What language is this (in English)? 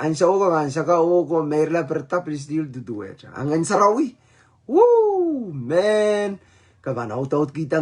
Pohnpeian